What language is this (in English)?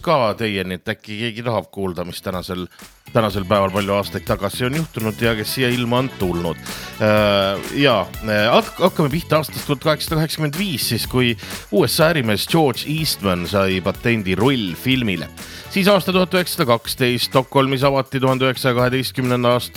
Estonian